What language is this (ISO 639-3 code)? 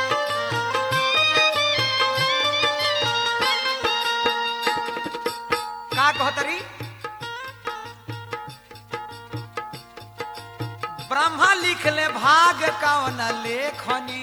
bho